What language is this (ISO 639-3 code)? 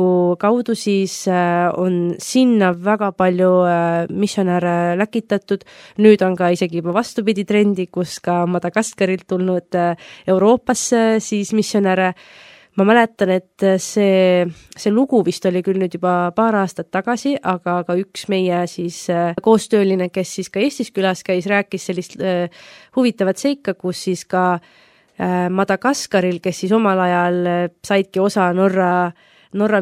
est